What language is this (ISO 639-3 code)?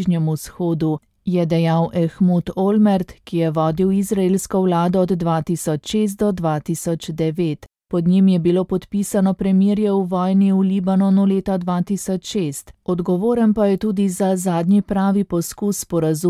slv